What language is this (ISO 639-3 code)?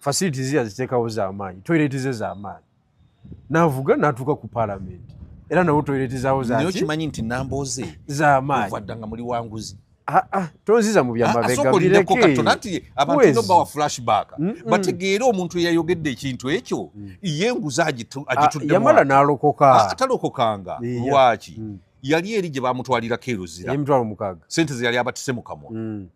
lug